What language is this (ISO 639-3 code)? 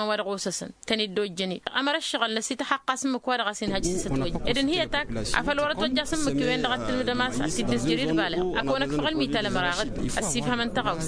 taq